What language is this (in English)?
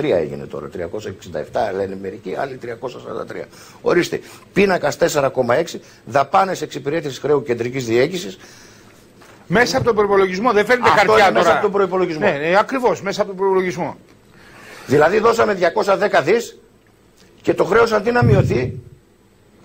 Greek